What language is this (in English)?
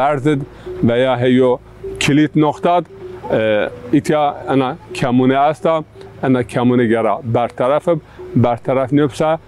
Zaza